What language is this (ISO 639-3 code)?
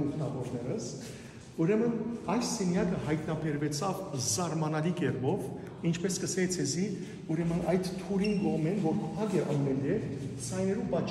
hyw